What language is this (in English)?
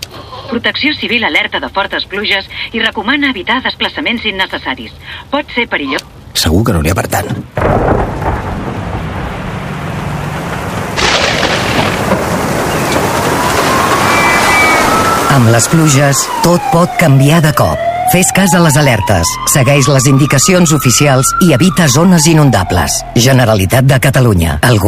Catalan